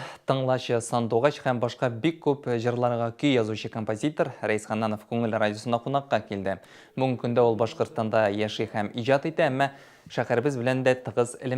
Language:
Tatar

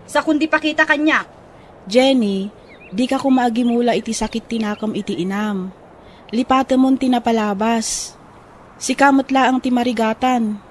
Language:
Iloko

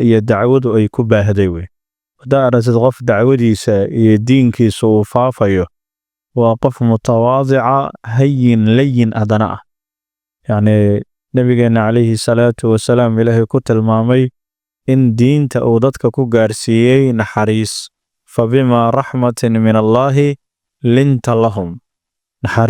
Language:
Somali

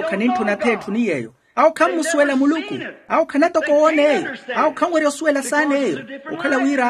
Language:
Makhuwa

